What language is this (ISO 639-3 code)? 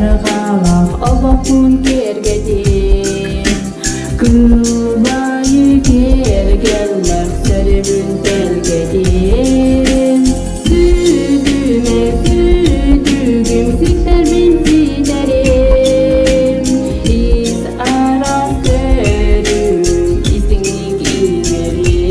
sah